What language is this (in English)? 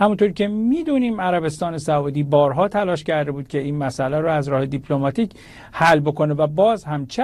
Persian